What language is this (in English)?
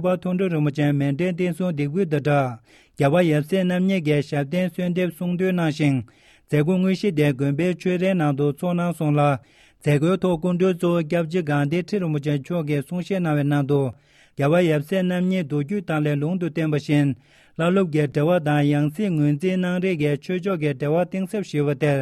Tibetan